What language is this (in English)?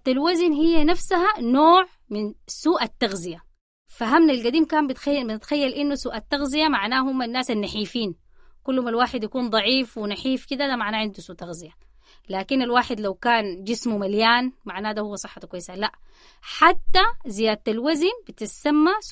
Sudanese Arabic